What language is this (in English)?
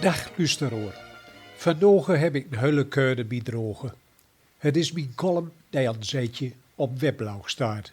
Gronings